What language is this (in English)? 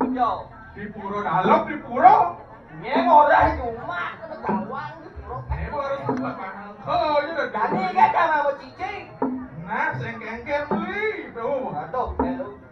Balinese